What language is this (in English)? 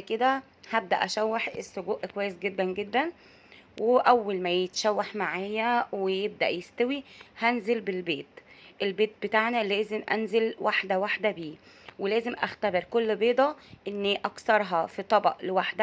Egyptian Arabic